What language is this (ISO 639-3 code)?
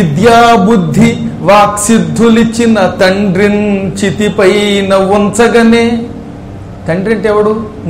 tel